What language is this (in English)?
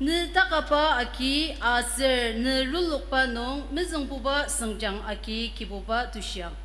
Ao Naga